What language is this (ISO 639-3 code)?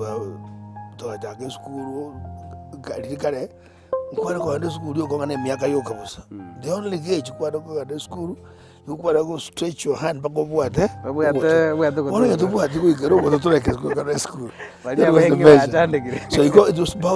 guz